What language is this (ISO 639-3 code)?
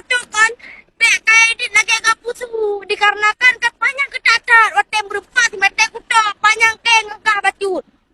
ace